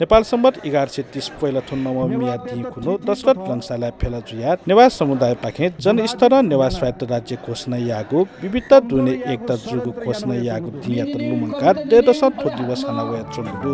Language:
Newari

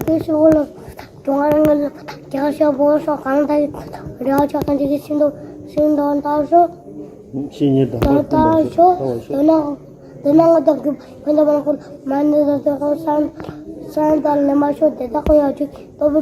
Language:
Tibetan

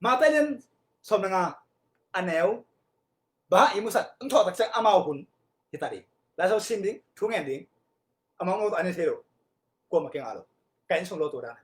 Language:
Tedim Chin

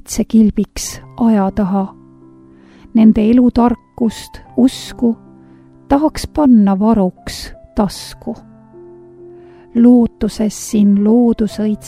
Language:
Estonian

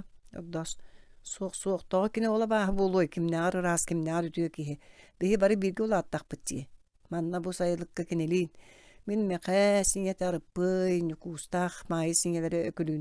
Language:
Yakut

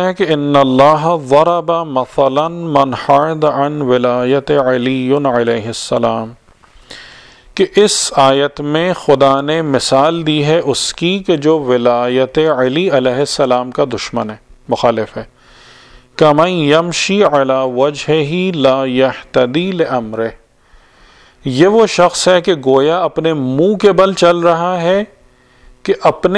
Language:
Urdu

